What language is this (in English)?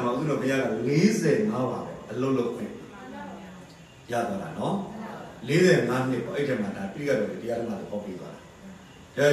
Burmese